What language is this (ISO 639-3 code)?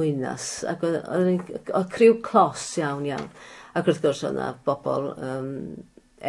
cym